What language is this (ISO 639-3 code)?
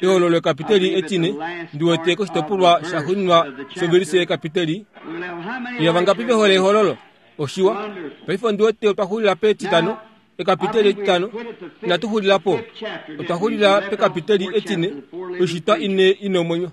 kua